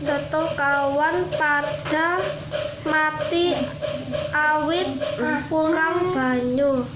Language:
Javanese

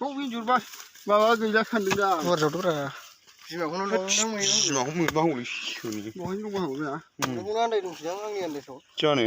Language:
Bodo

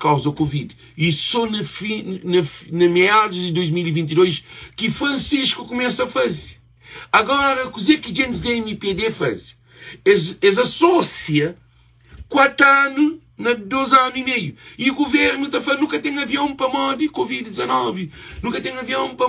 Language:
Kabuverdianu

